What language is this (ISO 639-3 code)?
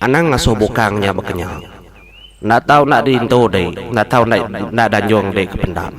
iba